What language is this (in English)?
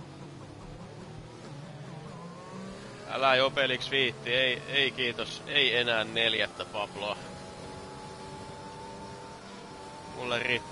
Finnish